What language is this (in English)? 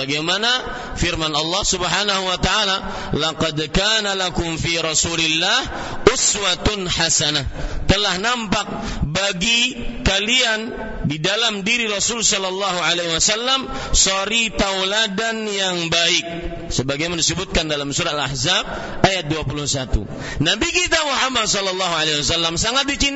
Indonesian